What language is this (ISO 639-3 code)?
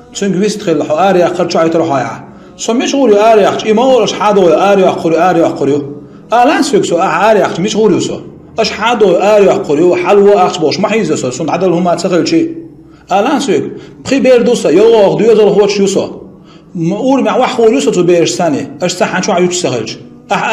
che